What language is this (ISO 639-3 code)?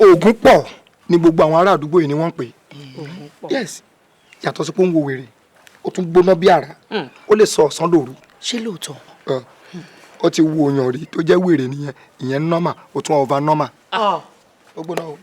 yor